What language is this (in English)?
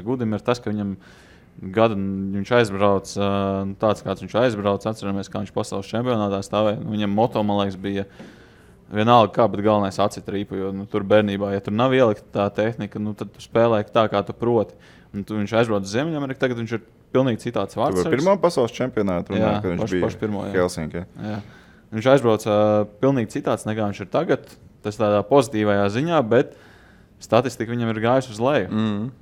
Latvian